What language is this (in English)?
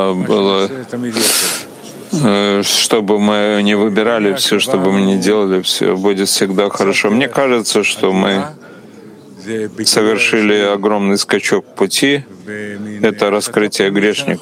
Russian